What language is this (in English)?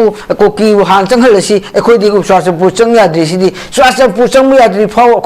Manipuri